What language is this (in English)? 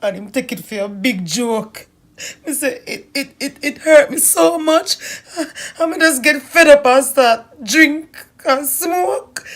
Jamaican Creole English